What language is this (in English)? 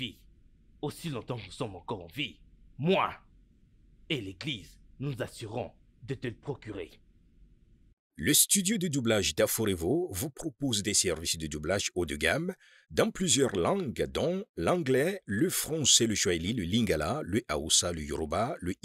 French